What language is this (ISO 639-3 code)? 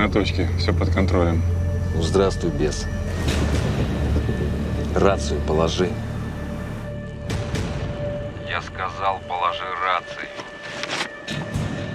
rus